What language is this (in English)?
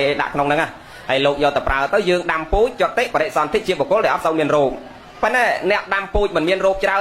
Khmer